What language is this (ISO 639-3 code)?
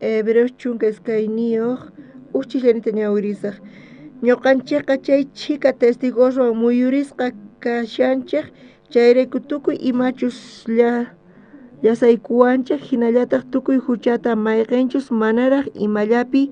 quh